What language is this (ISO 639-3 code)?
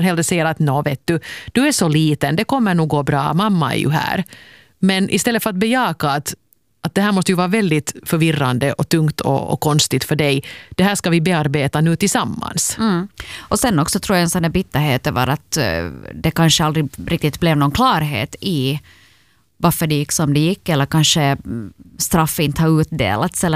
swe